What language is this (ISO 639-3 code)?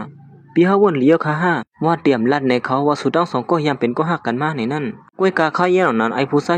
shn